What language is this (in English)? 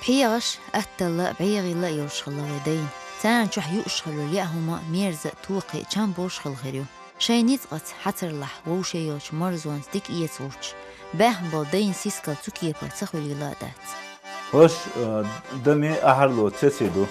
Chechen